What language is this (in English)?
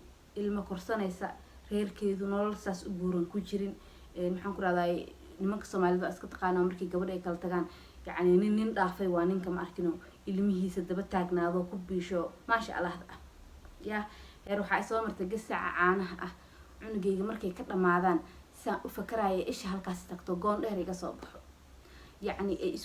Somali